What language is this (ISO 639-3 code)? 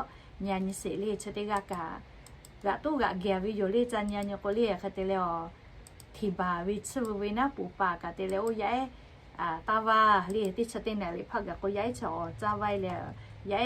lhu